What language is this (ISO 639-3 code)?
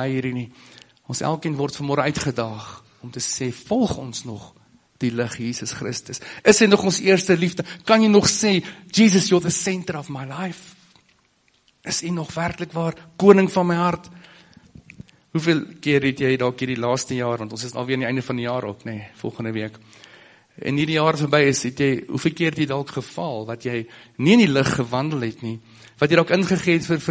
afr